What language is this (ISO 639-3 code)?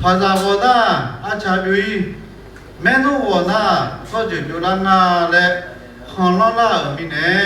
ahk